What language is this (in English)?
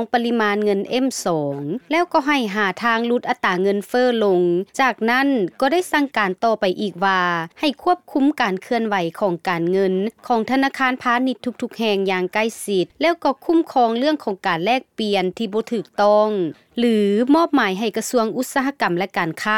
Lao